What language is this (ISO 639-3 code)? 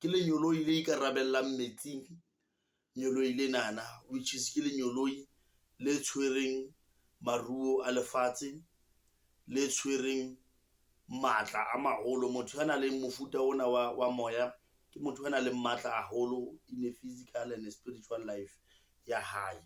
sot